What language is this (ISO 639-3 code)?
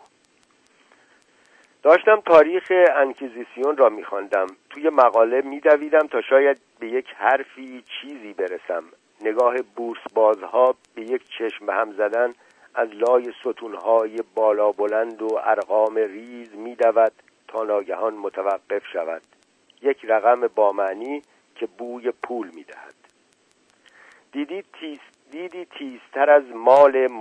fas